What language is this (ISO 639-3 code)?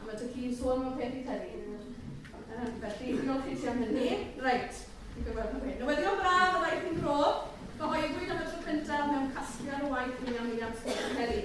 cym